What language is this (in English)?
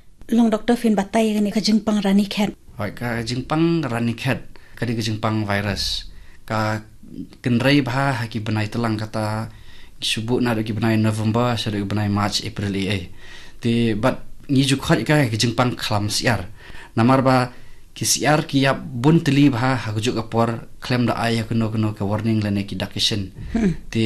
Khasi